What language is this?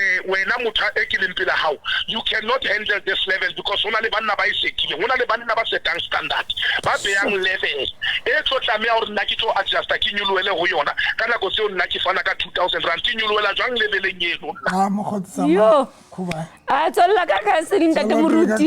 Southern Sotho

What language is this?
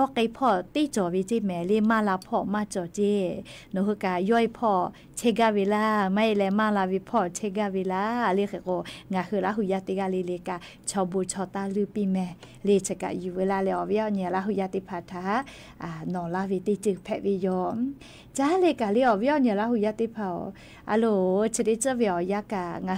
Lahu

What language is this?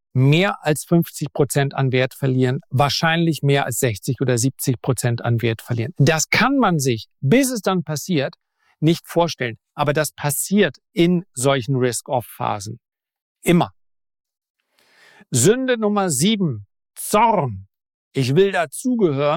German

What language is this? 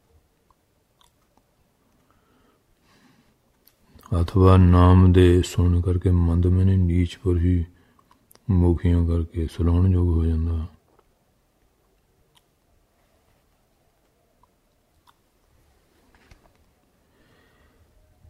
Punjabi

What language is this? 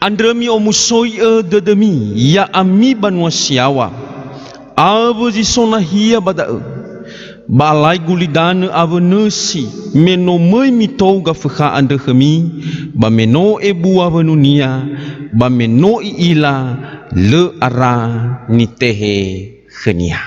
Nias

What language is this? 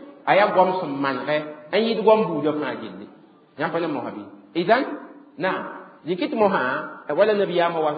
Mossi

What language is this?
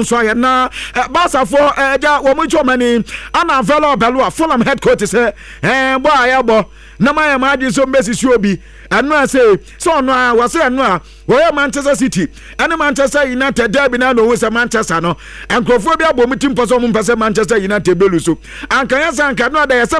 Akan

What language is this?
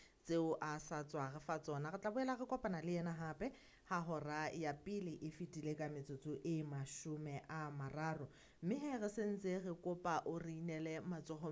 Southern Sotho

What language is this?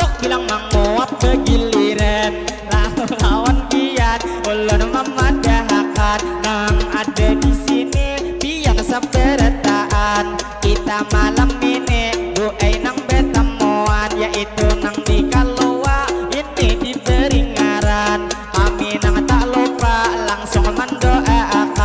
Banjar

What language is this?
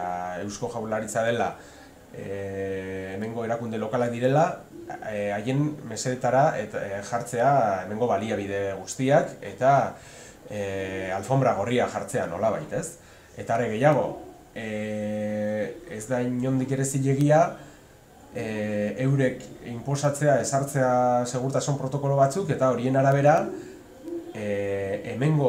Basque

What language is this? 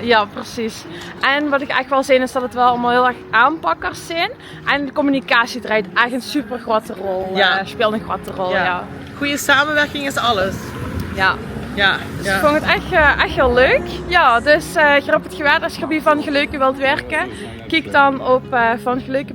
Limburgish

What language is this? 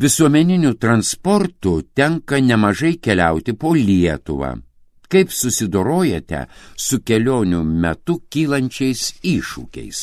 Lithuanian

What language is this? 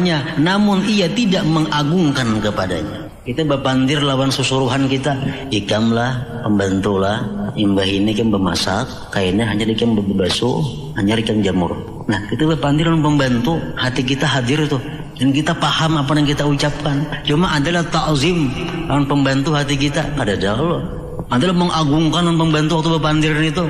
Banjar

